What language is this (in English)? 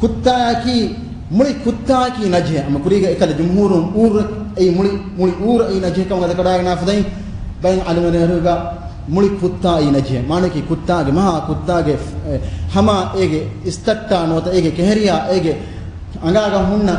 Divehi